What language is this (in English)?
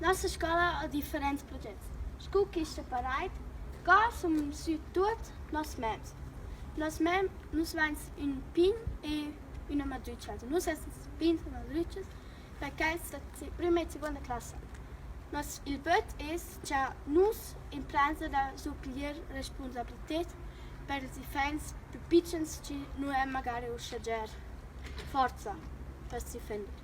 Romansh